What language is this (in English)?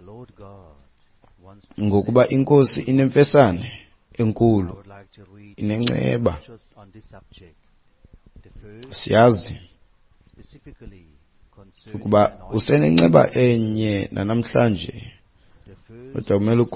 Xhosa